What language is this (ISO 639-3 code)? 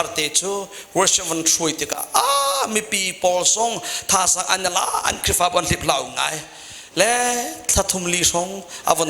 cnh